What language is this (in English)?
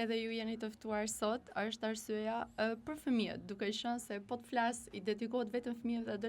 Albanian